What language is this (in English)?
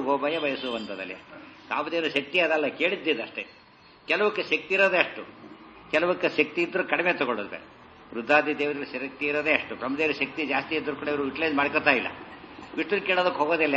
Kannada